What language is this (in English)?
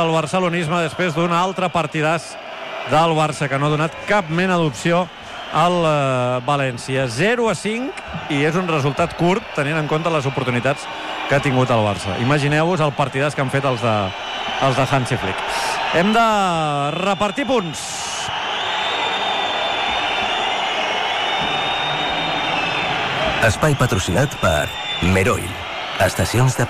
Catalan